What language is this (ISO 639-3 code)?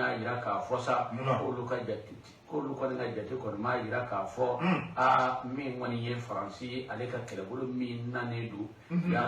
bam